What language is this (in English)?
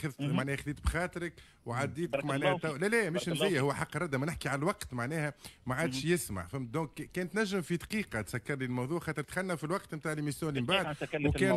Tunisian Arabic